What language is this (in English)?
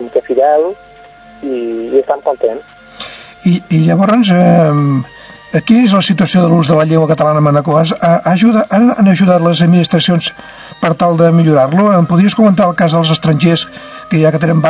Catalan